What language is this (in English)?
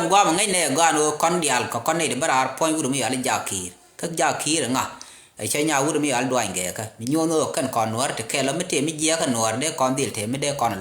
Nuer